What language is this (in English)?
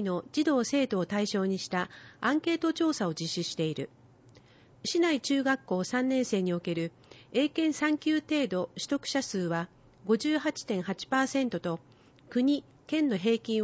Japanese